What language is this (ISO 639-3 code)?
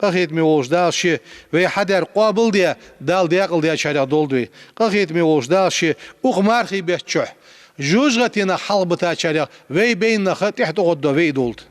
inh